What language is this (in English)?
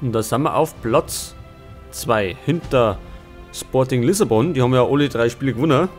Bavarian